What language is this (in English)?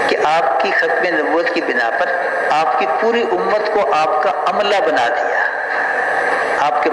Urdu